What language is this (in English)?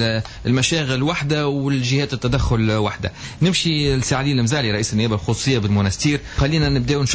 Tunisian Arabic